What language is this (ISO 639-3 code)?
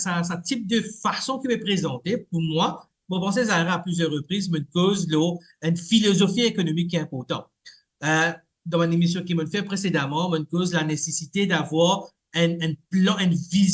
mfe